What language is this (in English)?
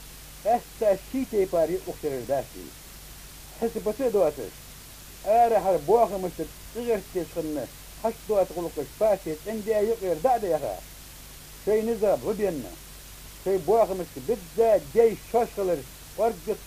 Ingush